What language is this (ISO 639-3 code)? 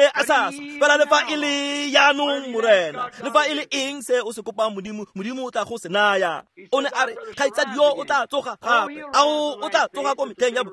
tsn